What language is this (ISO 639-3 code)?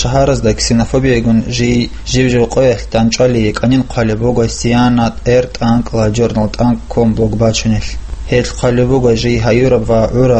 ava